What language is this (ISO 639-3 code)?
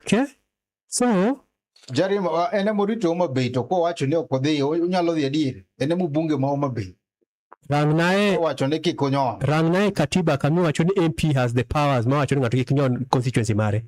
luo